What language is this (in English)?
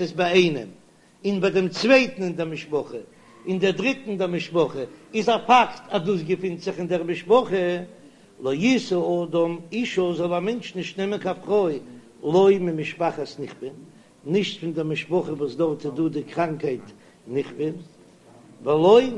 Yiddish